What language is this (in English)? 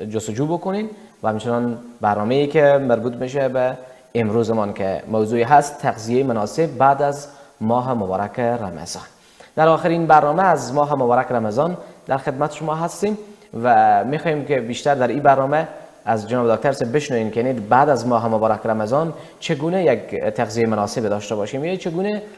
Persian